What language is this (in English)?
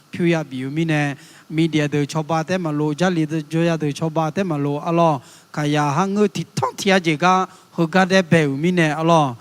Akha